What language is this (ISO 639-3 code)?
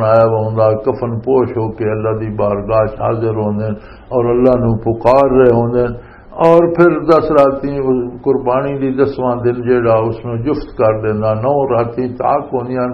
lah